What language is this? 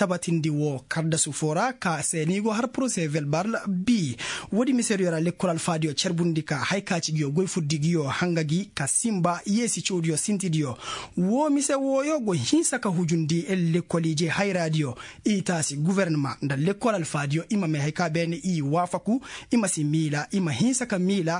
Koyraboro Senni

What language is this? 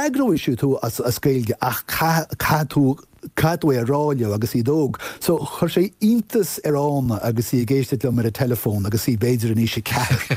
Irish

